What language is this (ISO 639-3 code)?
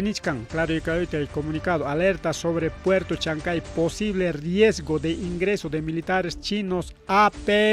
quy